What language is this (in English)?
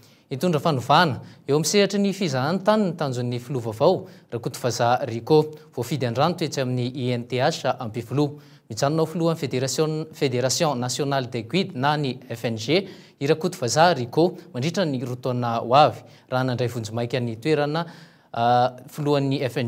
Malagasy